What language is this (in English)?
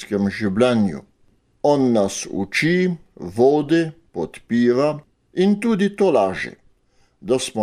Slovenian